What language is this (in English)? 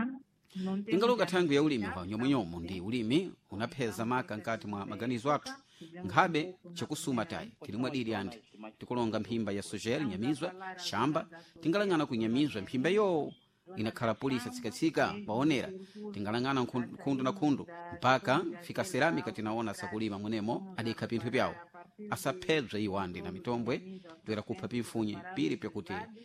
Sena